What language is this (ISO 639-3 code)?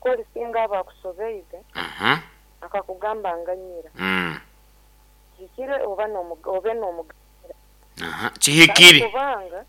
nyn